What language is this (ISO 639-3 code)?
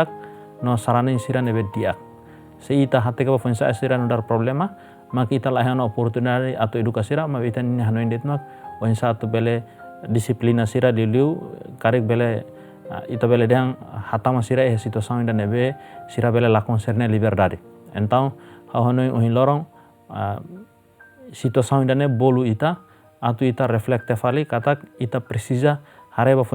tet